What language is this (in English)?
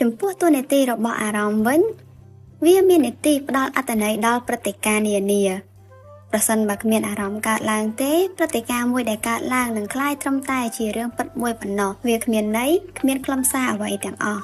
Khmer